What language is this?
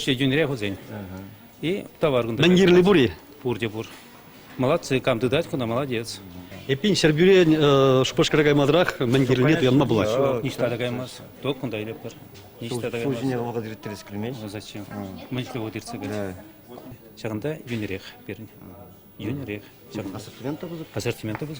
Chuvash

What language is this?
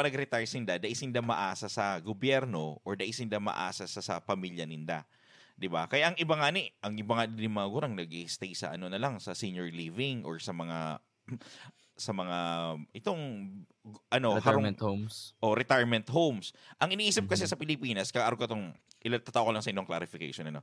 Bikol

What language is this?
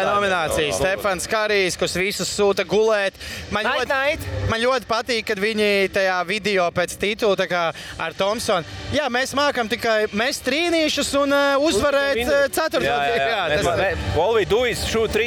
Latvian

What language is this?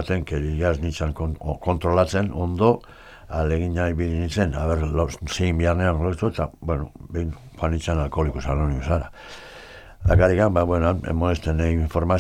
Basque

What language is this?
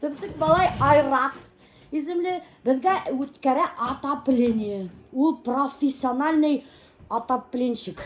Bashkir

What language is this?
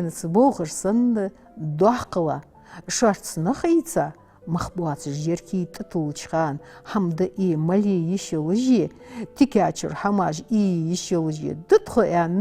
Ingush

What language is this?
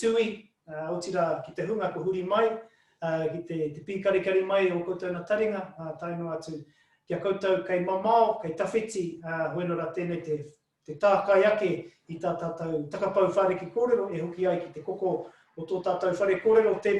Māori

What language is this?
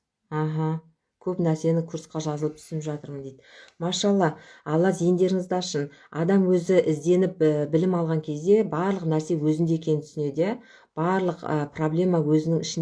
Kazakh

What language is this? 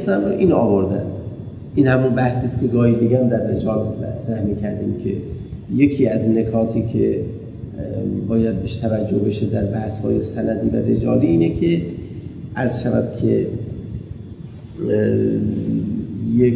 Persian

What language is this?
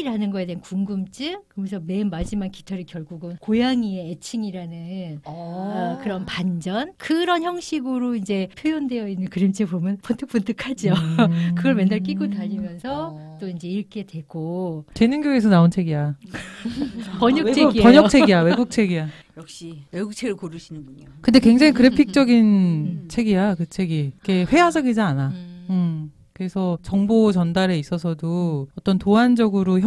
Korean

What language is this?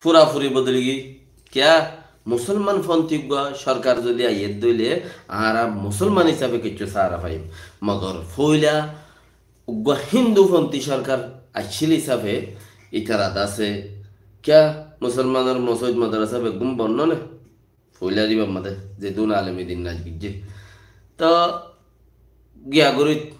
Rohingya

